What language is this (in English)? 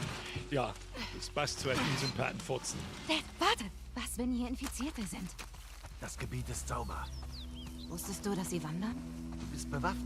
Bavarian